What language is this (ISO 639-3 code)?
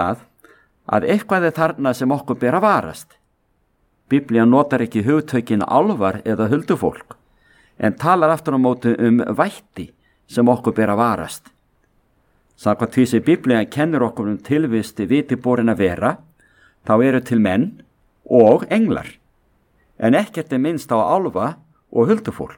isl